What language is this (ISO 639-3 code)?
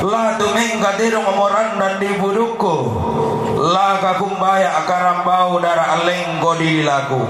sda